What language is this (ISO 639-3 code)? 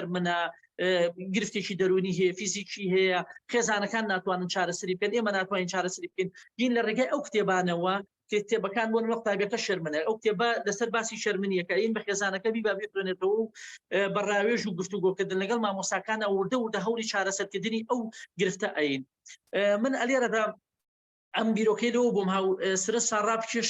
ckb